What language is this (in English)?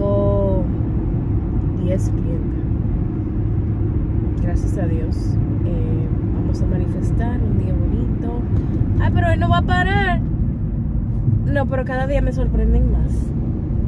Spanish